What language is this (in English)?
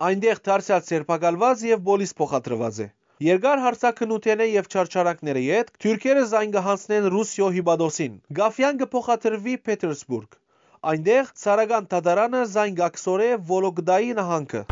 Western Armenian